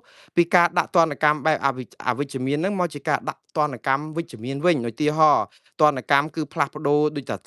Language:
Khmer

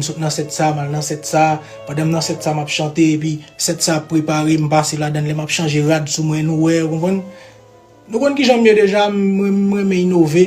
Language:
Haitian Creole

